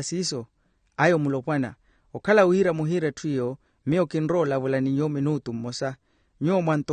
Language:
Makhuwa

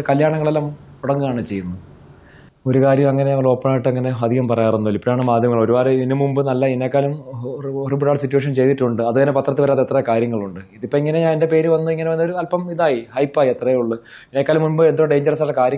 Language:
Malayalam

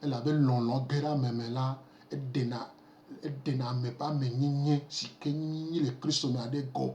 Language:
Gen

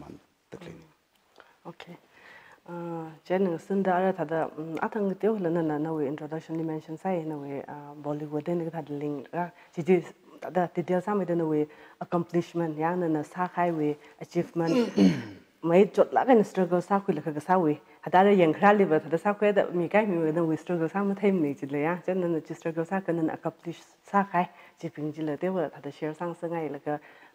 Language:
Tangkhul Naga (India)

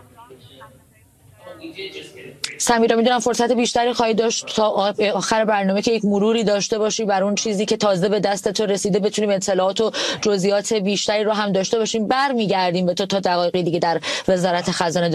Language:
Persian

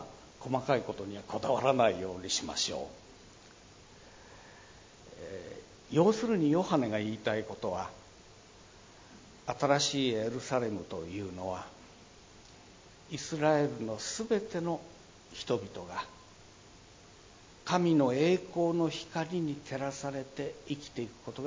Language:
Japanese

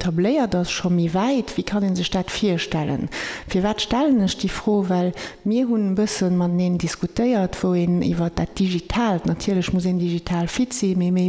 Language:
Luxembourgish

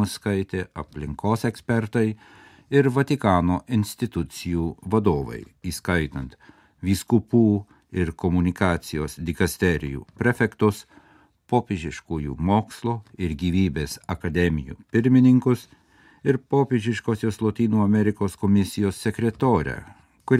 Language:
Lithuanian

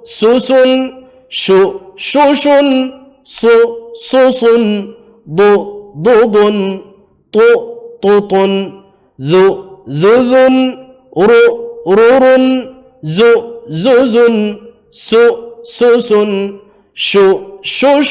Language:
Divehi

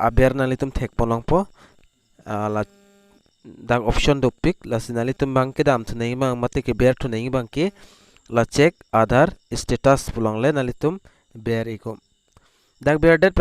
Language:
Karbi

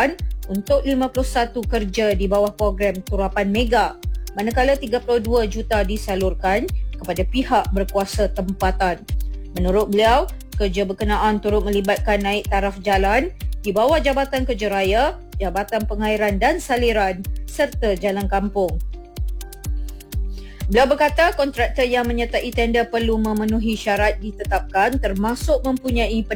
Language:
Malay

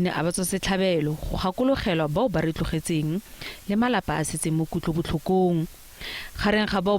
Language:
Tswana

